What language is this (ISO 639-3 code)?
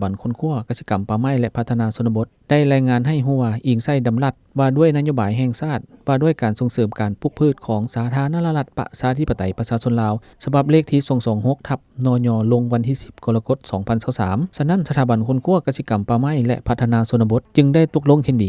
lao